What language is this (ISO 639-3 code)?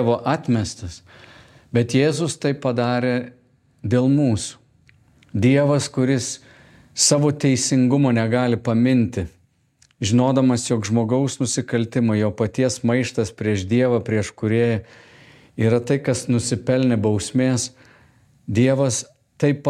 lit